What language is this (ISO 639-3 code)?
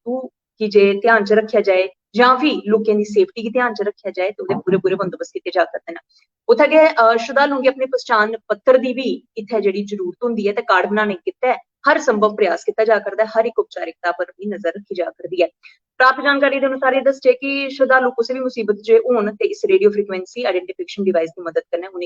doi